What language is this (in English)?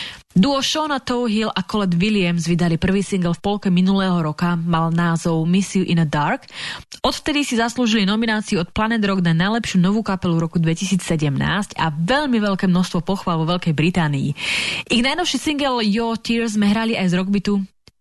Slovak